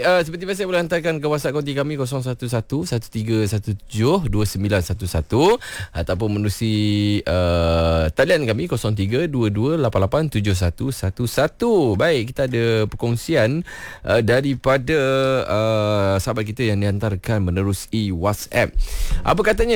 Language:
Malay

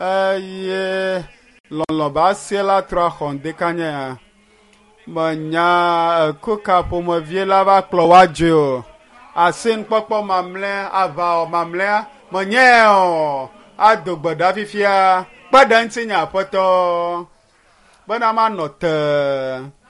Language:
Ewe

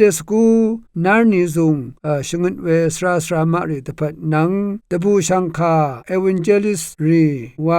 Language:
Rawang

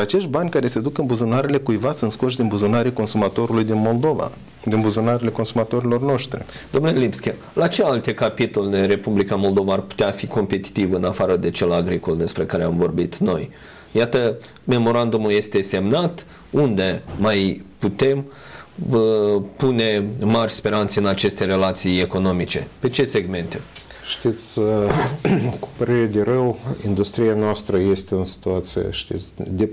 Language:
Romanian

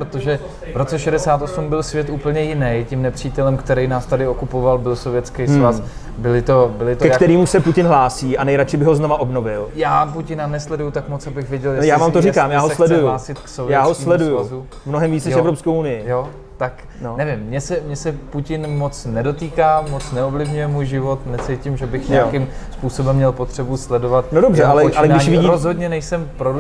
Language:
Czech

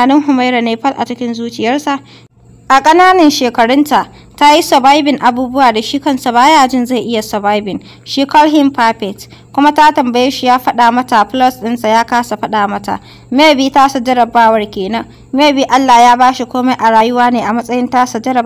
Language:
Hausa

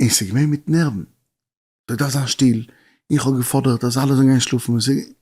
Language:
Yiddish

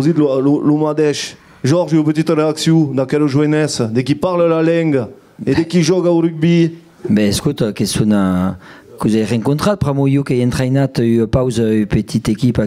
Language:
Occitan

